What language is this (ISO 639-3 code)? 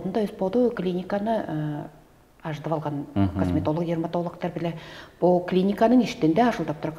tyv